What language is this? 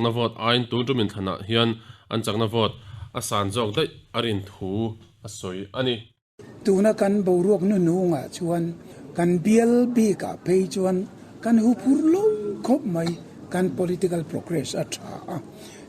Mizo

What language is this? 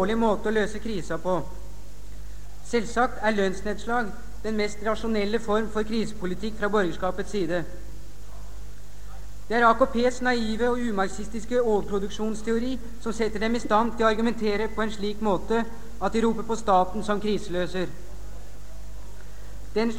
Norwegian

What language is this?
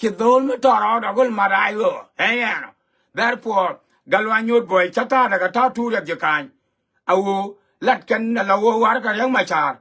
Nuer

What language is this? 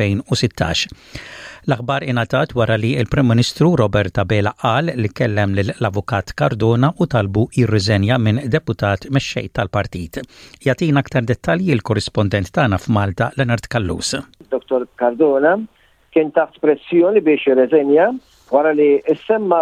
Maltese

